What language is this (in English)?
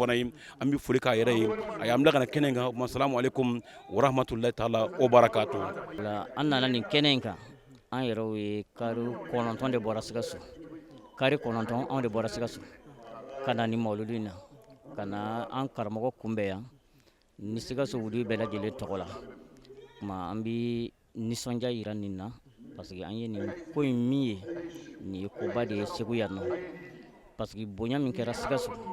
Bambara